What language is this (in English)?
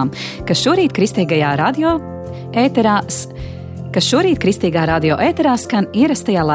Latvian